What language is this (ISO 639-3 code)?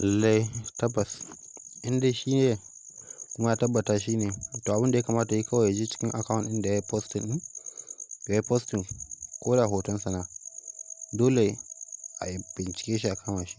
hau